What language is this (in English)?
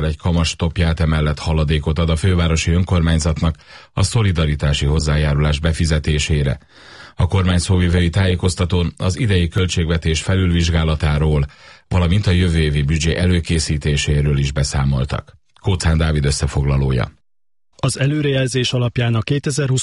Hungarian